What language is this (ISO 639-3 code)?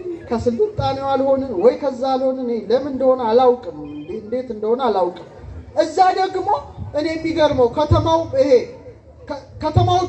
amh